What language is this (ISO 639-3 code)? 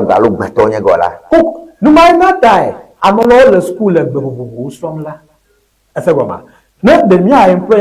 ewe